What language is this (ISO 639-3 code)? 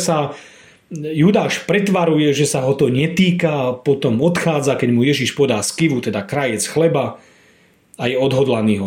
slk